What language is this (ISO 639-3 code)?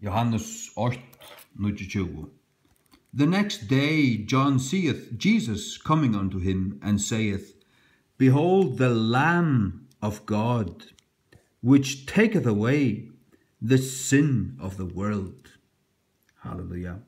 fao